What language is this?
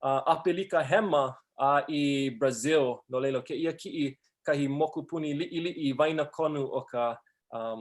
Hawaiian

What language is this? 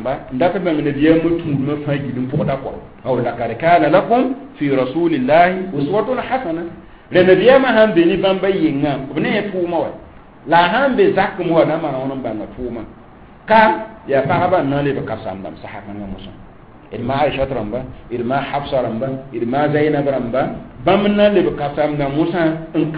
Mossi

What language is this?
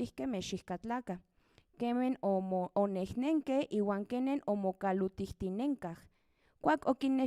Central Nahuatl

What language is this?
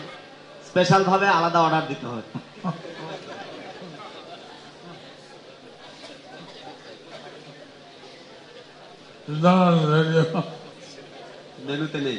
Bangla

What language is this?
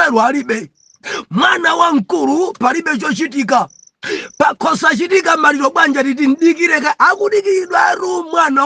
Nyanja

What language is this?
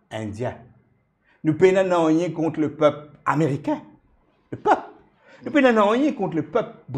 Morisyen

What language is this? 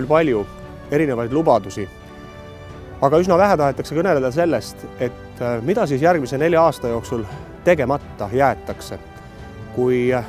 Estonian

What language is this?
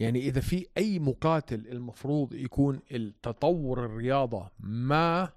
North Levantine Arabic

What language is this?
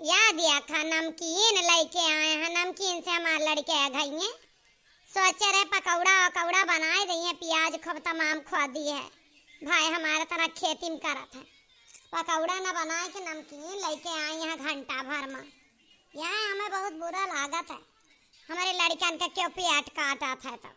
Awadhi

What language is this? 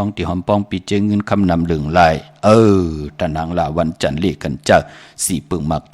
Shan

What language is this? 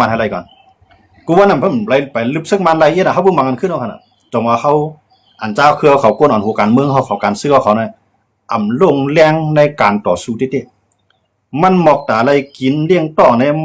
Shan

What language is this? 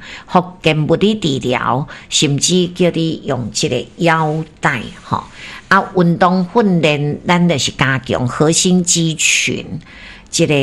Min Nan Chinese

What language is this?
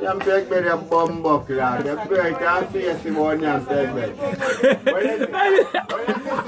Jamaican Creole English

